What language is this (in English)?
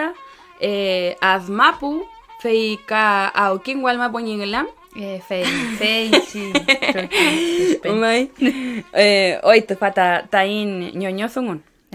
Mapuche